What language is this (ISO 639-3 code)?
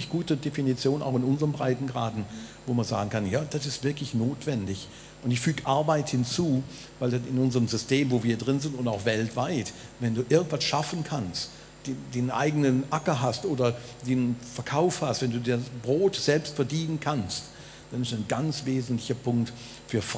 gsw